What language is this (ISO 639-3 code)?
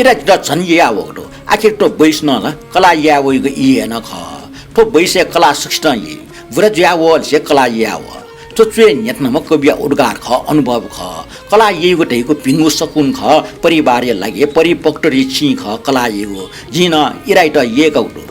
new